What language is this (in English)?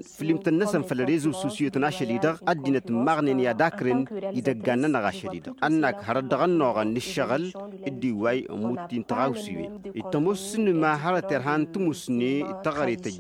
Tamasheq